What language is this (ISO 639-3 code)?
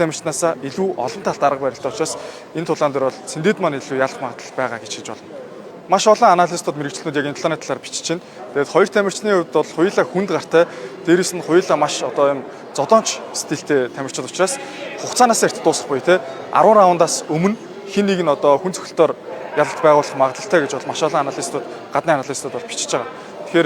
mon